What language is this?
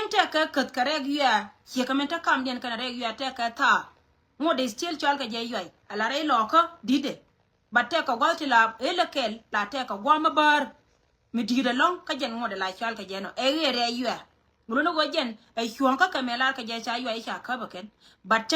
Nuer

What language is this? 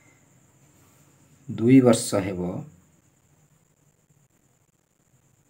Odia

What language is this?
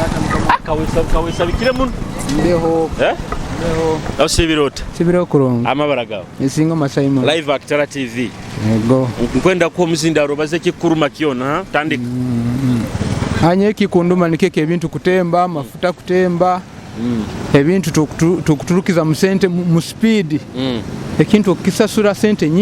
Nyoro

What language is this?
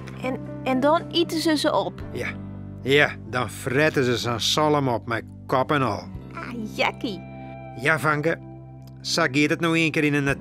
Western Frisian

